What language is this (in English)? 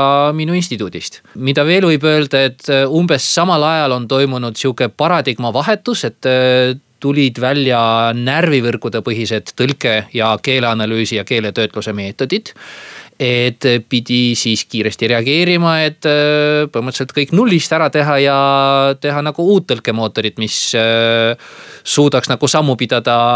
Estonian